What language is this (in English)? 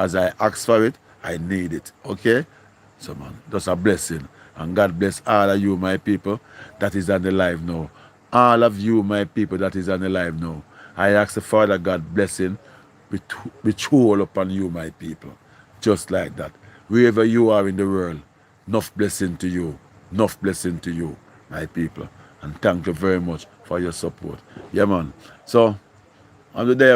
Jamaican Creole English